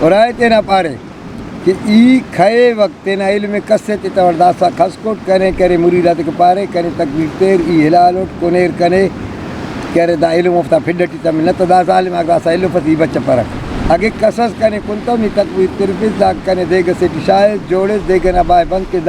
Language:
Brahui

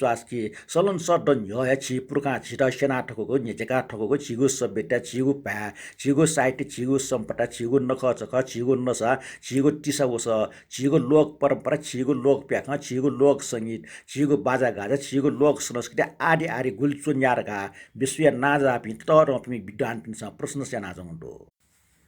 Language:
Newari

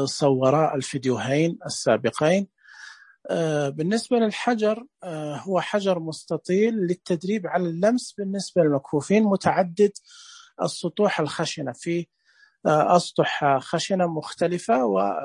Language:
Najdi Arabic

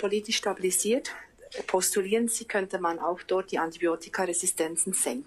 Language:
German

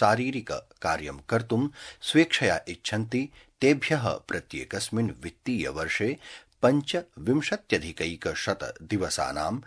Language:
Sanskrit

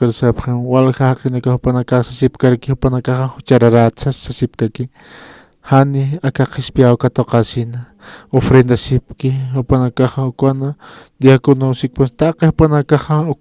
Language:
Aymara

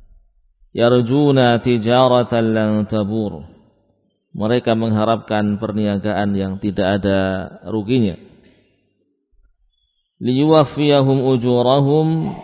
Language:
Indonesian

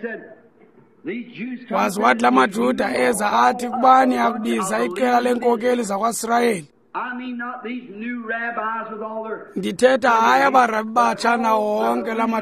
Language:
Xhosa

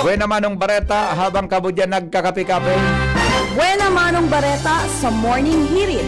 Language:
Bikol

